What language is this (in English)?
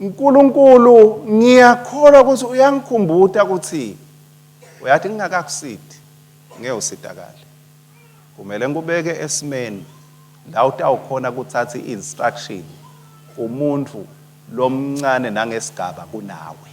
Swati